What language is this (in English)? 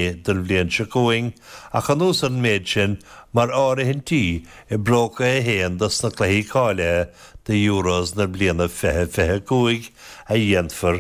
Irish